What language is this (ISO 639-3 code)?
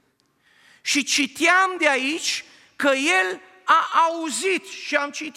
ron